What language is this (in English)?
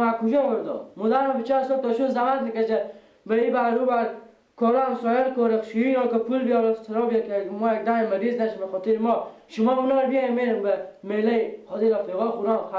Persian